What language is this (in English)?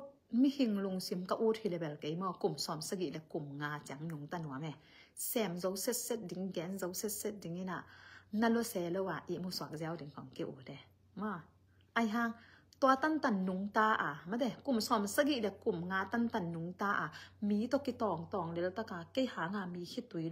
Tedim Chin